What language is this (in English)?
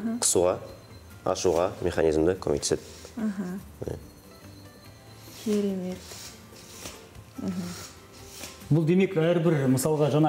Kazakh